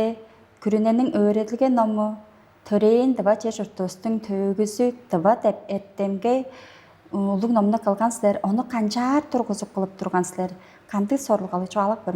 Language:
Tuvinian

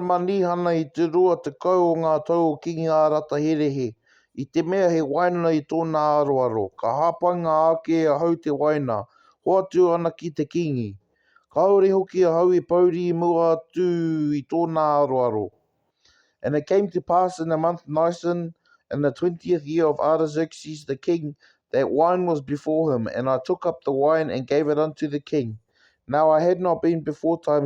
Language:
Māori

